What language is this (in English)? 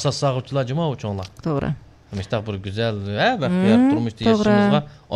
Uyghur